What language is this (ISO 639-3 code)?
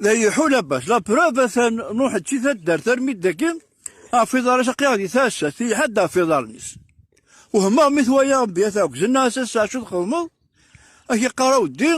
kab